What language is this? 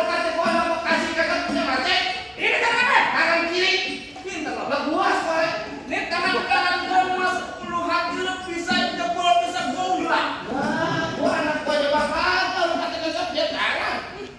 Betawi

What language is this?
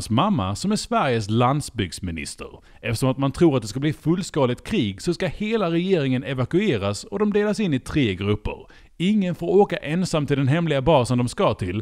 Swedish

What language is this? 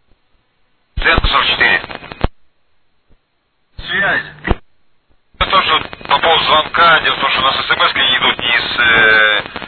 Russian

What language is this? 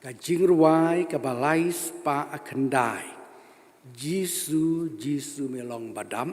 Khasi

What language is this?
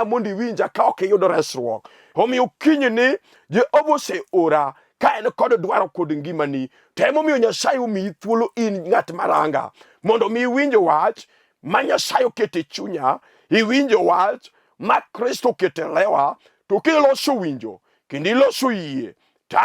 Luo (Kenya and Tanzania)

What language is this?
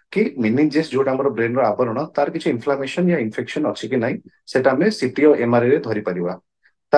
Odia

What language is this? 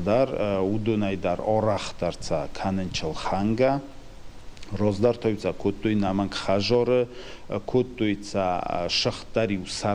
Ossetic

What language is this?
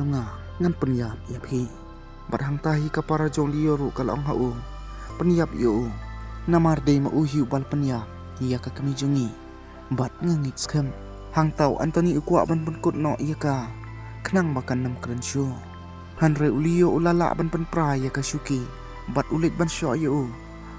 Khasi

